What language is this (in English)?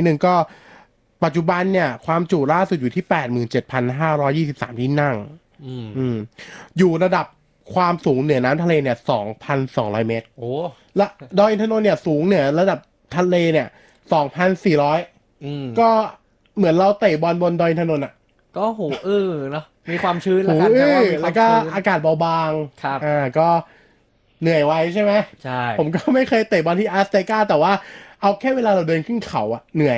Thai